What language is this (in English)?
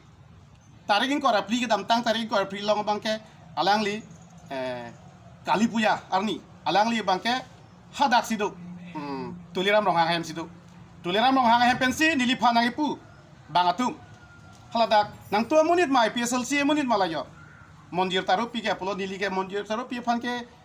Karbi